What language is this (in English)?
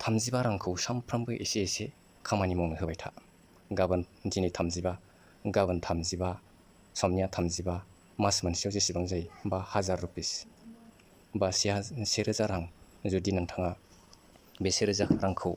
Bodo